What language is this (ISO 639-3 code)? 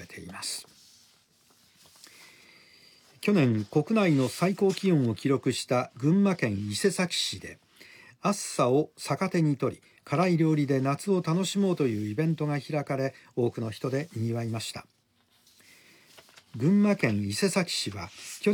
jpn